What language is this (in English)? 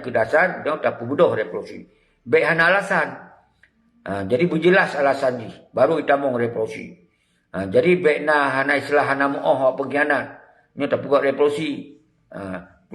Achinese